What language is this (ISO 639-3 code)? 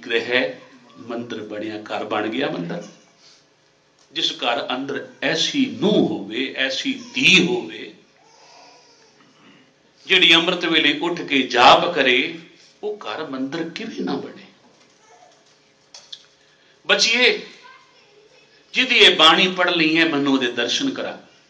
pan